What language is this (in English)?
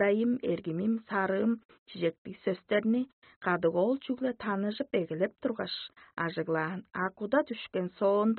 Tuvinian